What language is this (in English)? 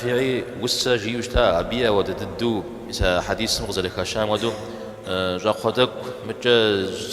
Kabardian